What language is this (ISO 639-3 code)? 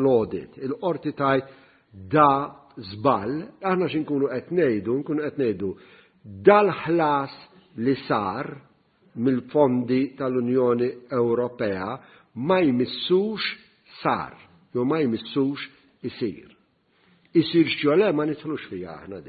mlt